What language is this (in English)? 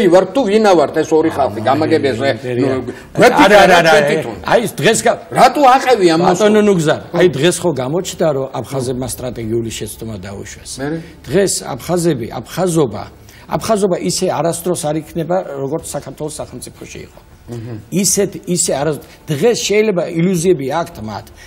Georgian